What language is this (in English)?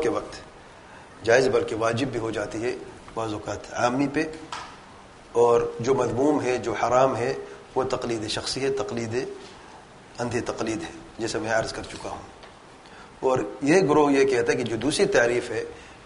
Urdu